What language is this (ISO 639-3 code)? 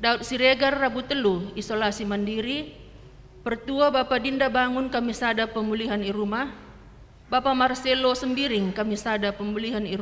btx